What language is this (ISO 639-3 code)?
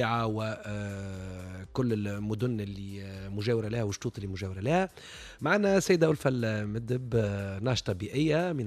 aeb